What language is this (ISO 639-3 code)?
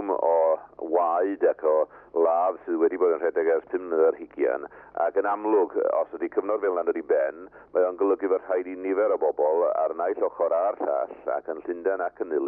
cym